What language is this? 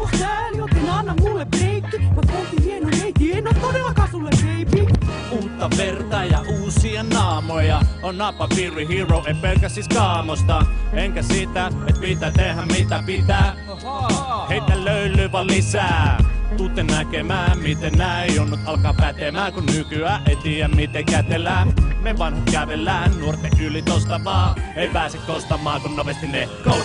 Finnish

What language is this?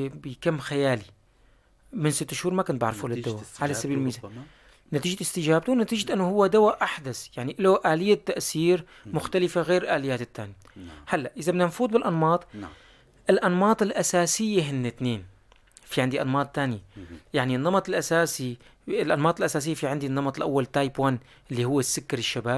North Levantine Arabic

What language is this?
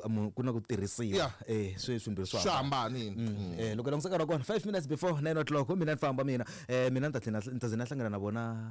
Tsonga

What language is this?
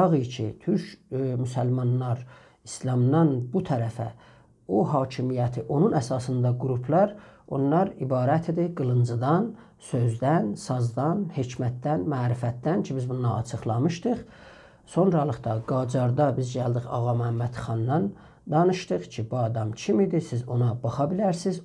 South Azerbaijani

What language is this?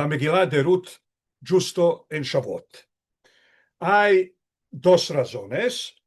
Ladino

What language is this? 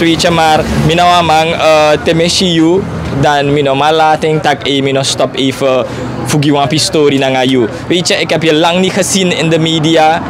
Sranan Tongo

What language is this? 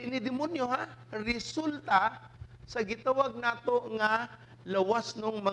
Cebuano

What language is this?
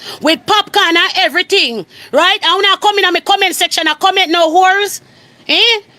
Jamaican Creole English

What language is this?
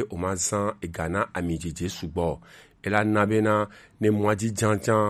Gen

